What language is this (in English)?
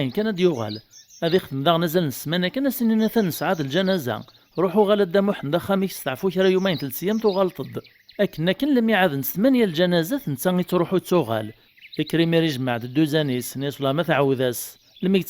Kabyle